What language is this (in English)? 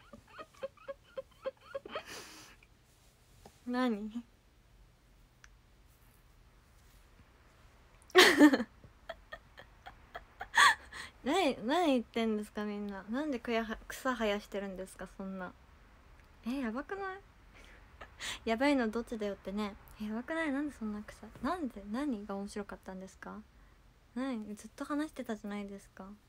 Japanese